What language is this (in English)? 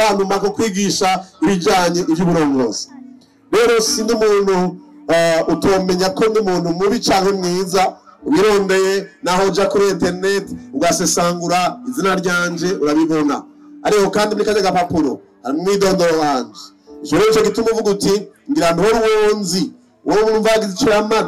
Rundi